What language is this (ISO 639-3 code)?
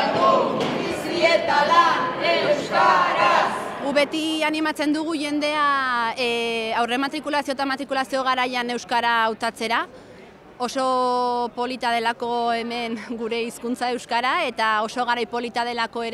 eus